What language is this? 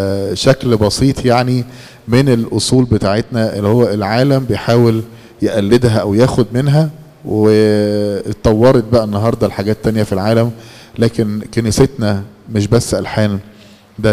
Egyptian Arabic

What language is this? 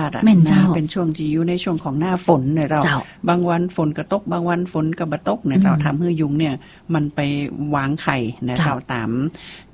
Thai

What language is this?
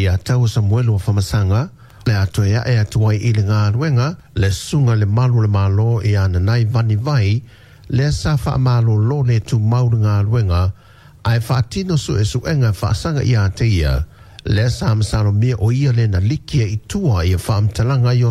Samoan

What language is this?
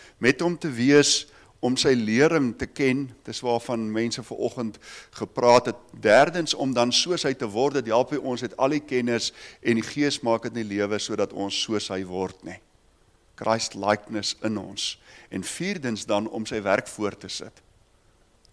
Afrikaans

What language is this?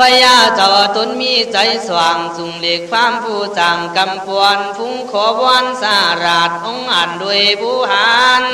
Khün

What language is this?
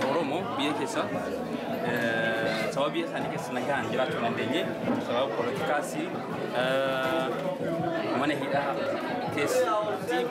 Oromo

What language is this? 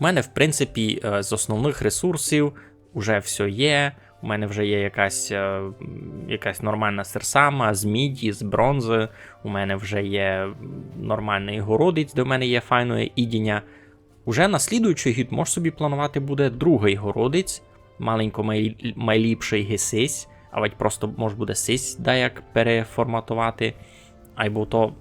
Rusyn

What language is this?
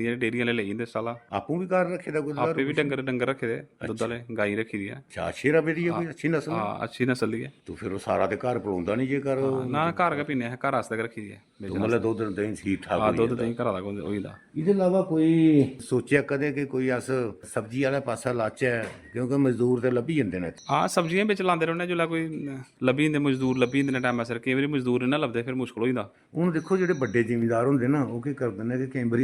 Dogri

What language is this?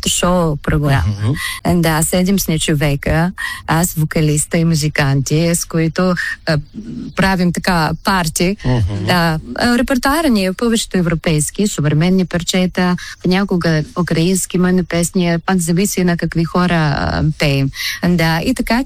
Bulgarian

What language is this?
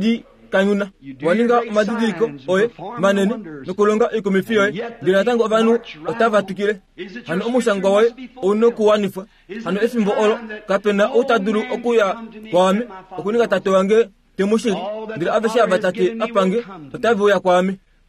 Kuanyama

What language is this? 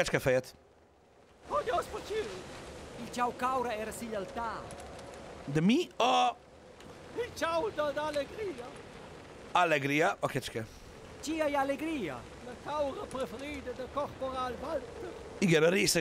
Hungarian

